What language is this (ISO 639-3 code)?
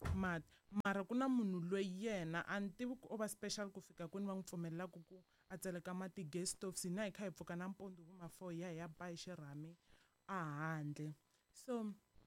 tso